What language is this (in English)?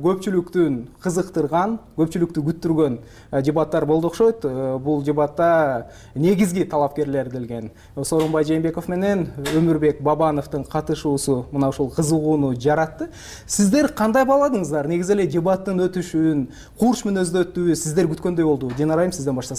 Kyrgyz